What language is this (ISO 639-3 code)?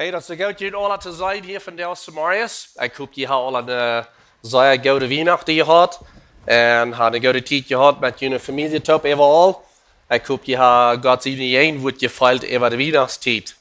pdt